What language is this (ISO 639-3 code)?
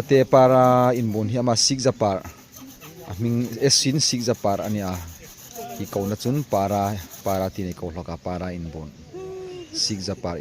hmr